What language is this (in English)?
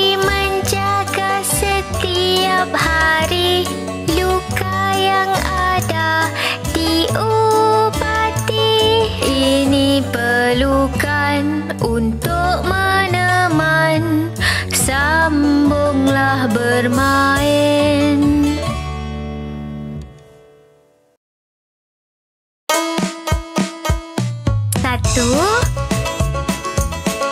Malay